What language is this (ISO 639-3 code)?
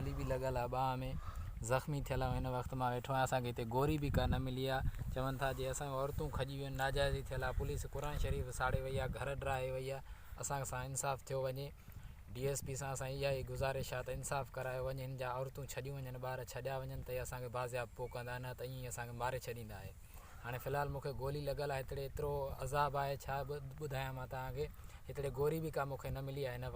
snd